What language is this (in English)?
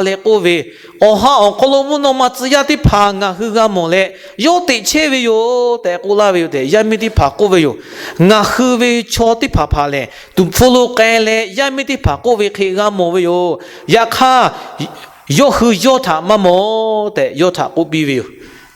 Lahu